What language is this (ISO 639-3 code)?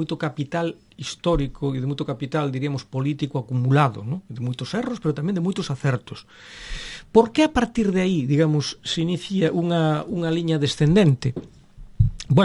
glg